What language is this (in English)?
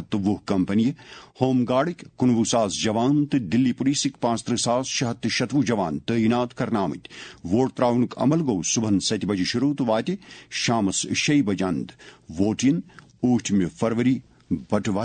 Kashmiri